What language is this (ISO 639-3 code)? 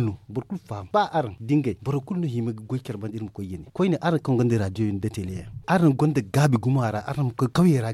dje